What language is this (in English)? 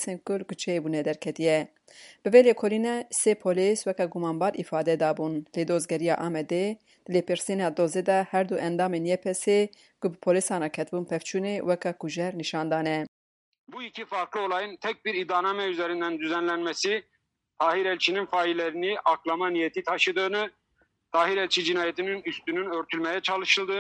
Kurdish